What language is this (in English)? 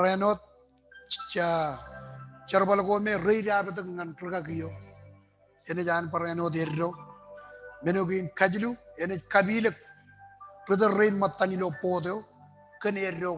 Marshallese